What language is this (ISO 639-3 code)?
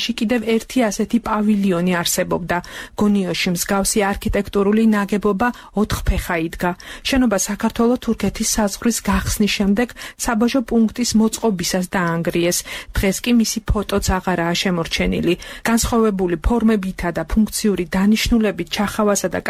kat